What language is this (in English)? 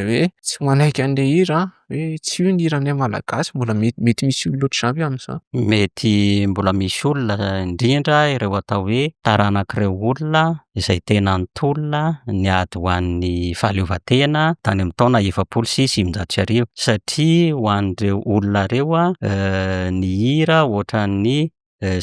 Malagasy